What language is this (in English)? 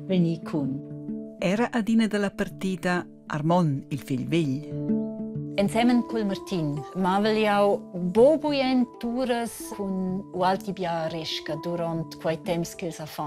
Romansh